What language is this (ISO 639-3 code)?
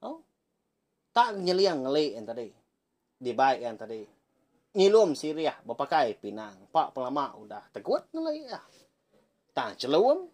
iba